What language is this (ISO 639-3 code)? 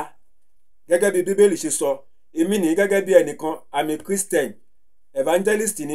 yor